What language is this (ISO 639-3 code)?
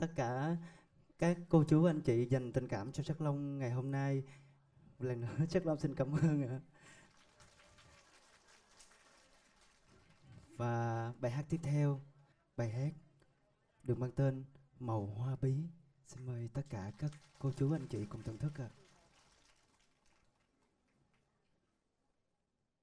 vie